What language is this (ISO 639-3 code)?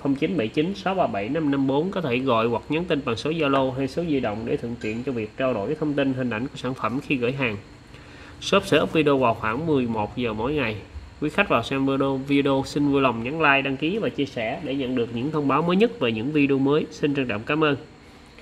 vie